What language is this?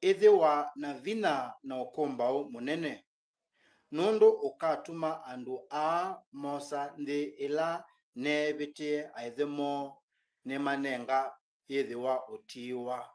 Kamba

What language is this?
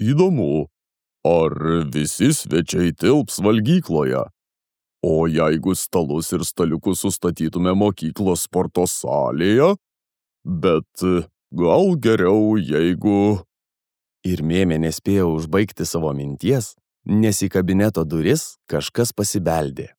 Lithuanian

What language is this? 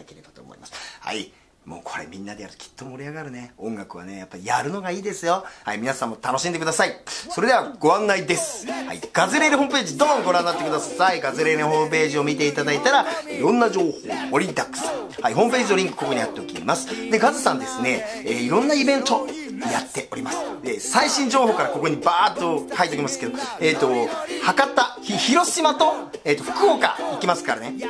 Japanese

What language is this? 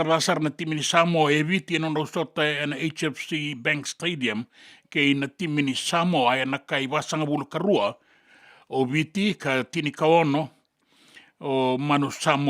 Fijian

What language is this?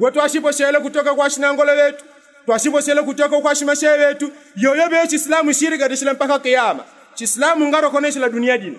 Yao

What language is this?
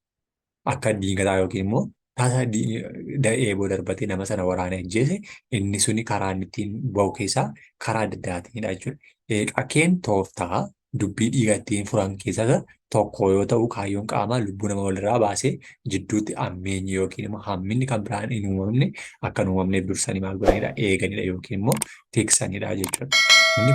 Oromo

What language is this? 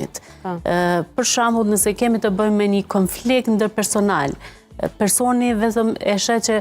Albanian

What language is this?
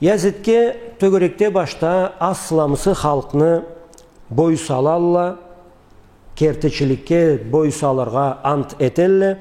Karachay-Balkar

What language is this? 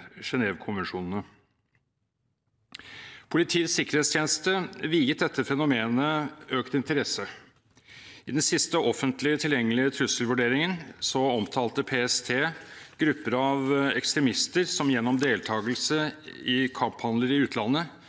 Norwegian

